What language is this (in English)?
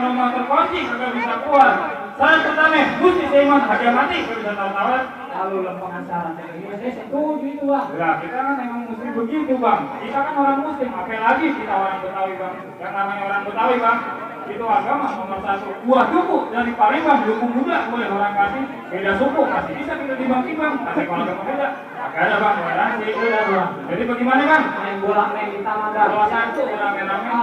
Betawi